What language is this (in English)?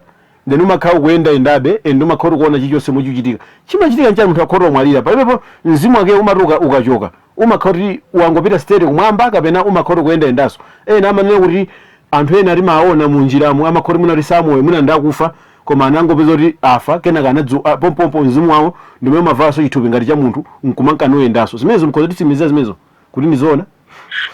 Nyanja